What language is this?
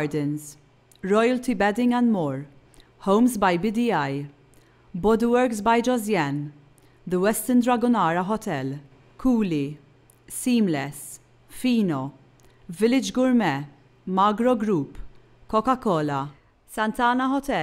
Maltese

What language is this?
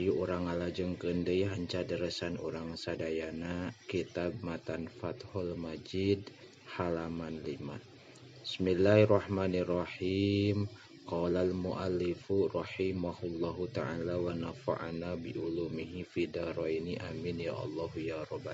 Sundanese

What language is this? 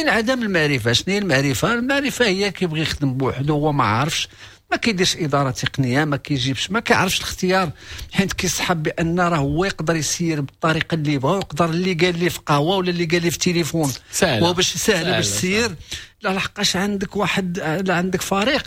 Moroccan Arabic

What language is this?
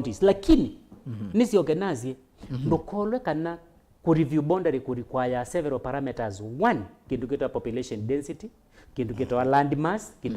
Kamba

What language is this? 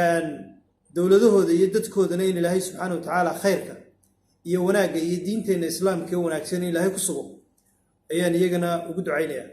Somali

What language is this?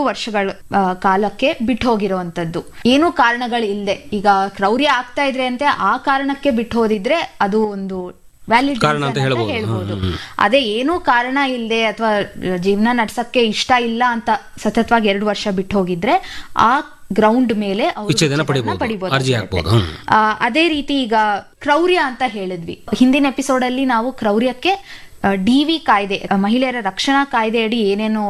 Kannada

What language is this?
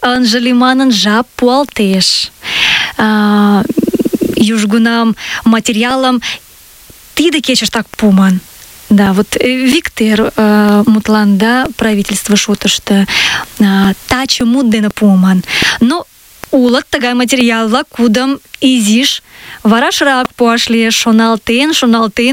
Mari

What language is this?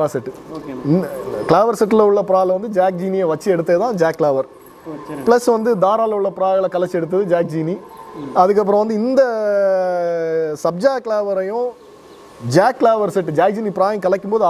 Tamil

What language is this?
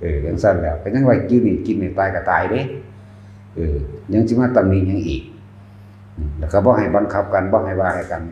Northeastern Thai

